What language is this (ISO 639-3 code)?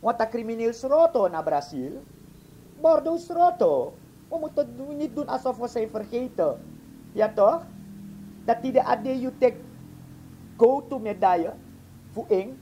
srn